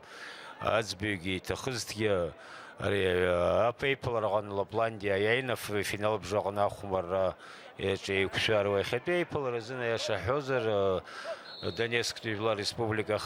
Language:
Abkhazian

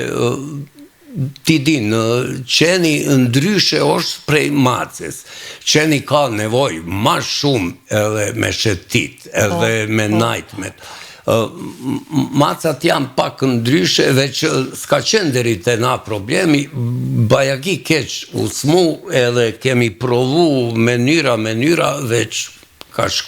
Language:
Albanian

